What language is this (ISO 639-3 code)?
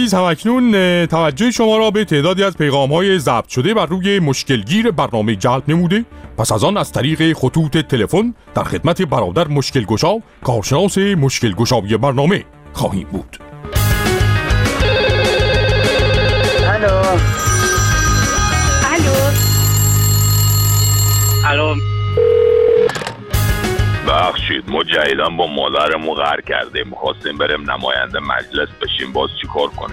fas